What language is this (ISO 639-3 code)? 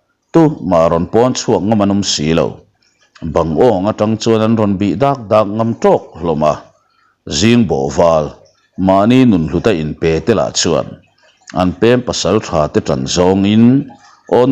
lus